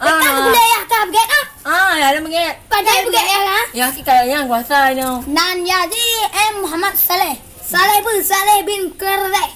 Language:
Achinese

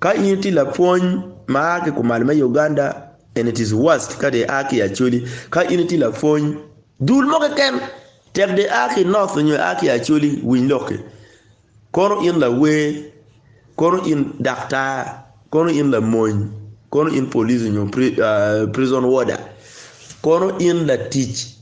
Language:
Acoli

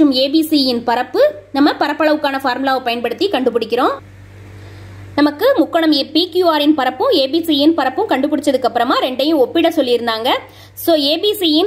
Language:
Tamil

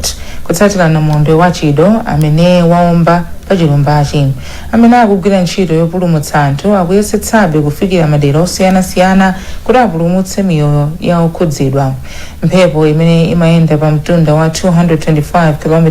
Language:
Nyanja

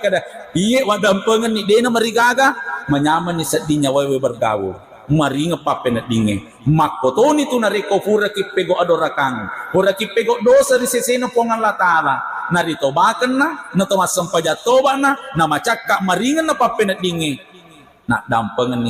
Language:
Buginese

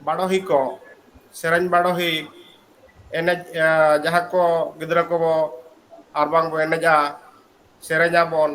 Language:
Santali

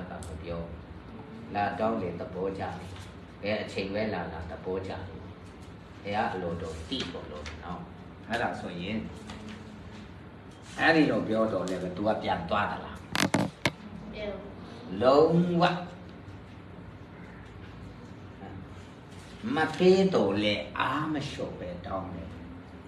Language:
Burmese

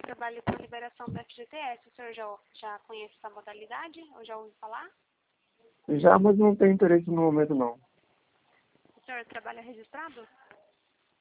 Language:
Portuguese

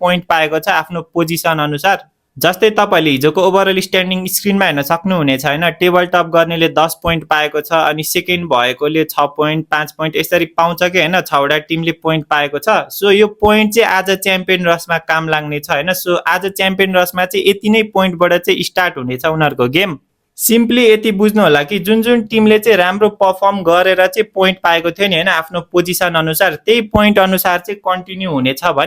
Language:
Nepali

